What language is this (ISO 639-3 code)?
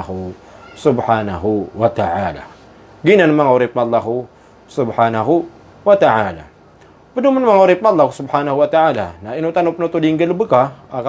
mrw